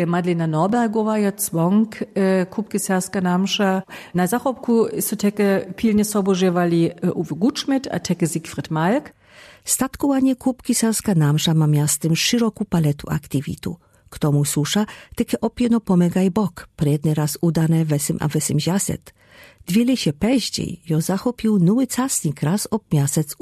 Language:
Lower Sorbian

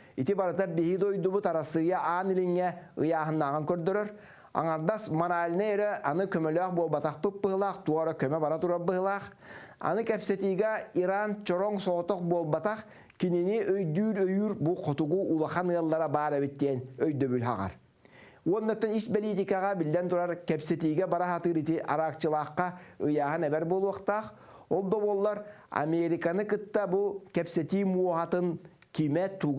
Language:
Yakut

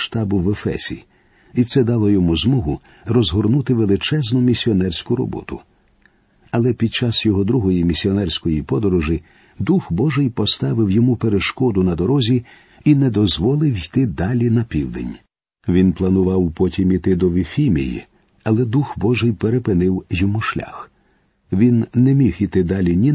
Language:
Ukrainian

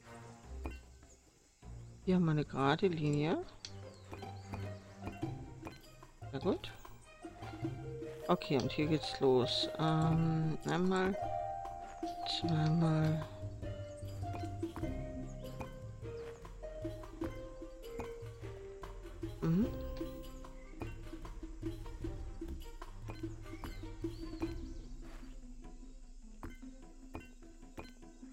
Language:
German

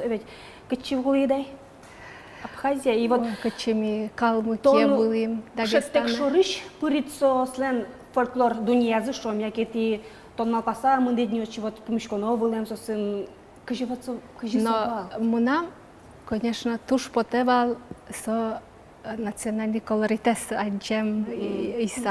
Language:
Udmurt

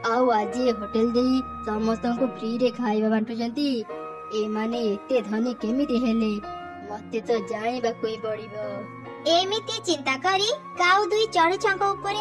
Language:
Odia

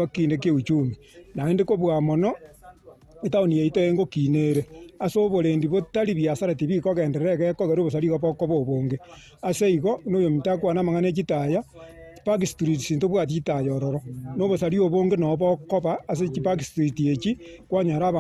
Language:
Gusii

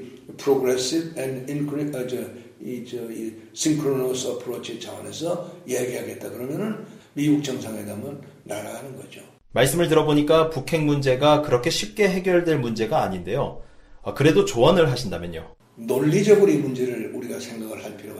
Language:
Korean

